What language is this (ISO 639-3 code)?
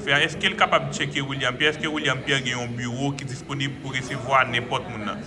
hat